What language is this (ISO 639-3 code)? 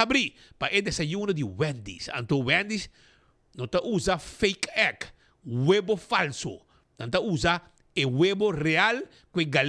pap